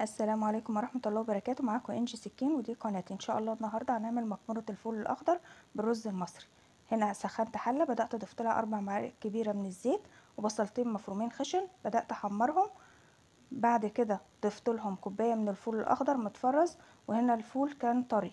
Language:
Egyptian Arabic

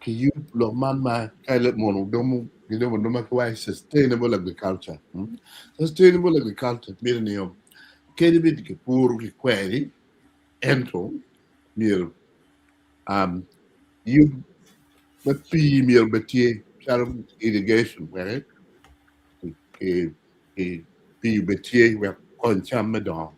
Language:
Acoli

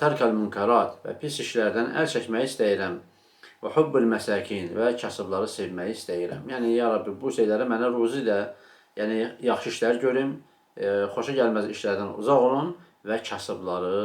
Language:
Azerbaijani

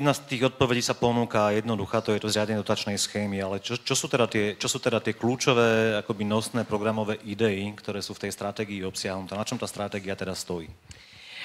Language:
Slovak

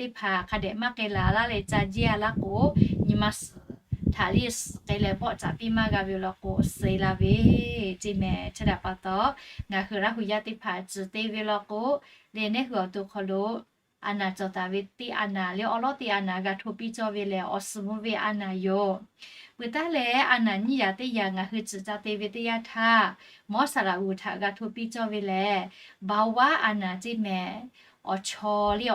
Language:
Lahu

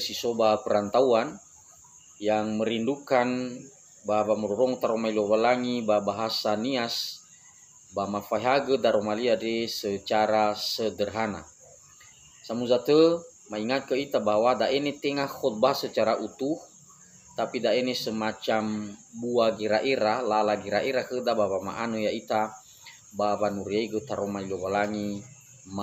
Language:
Nias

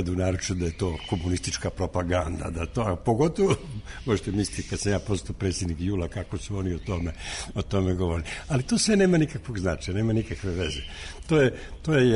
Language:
Serbian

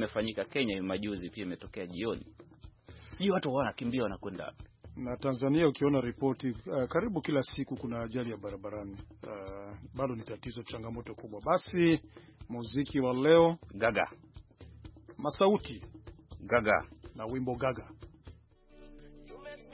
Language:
Swahili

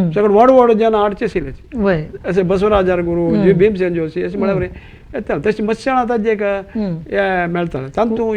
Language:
Konkani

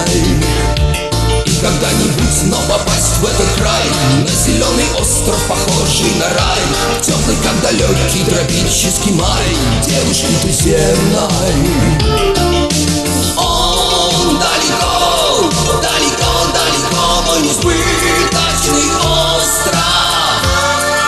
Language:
Russian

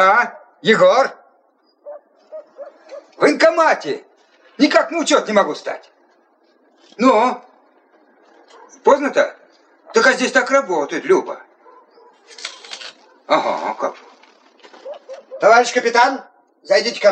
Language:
Russian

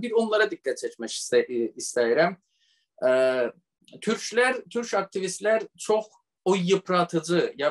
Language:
South Azerbaijani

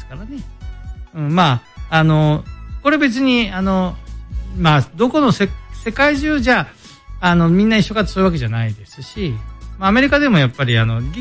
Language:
Japanese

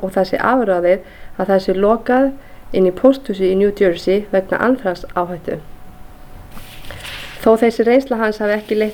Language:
Icelandic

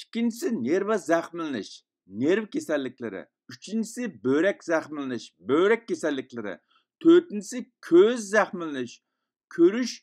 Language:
Uyghur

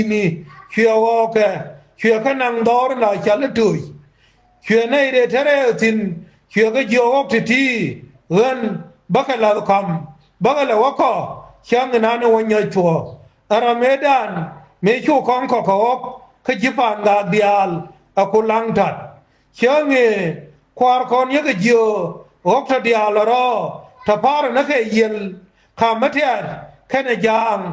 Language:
Nuer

